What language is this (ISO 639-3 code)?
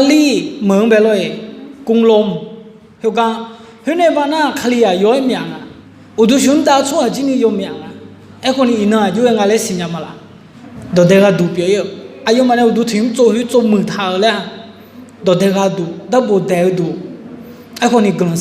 ahk